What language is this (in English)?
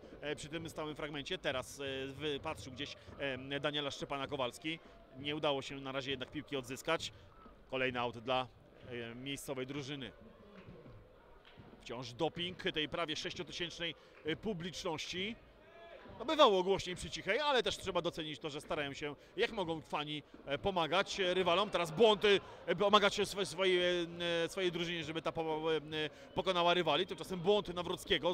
Polish